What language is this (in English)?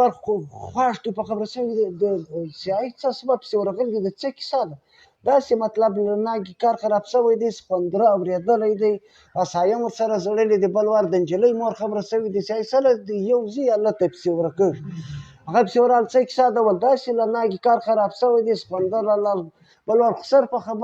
Pashto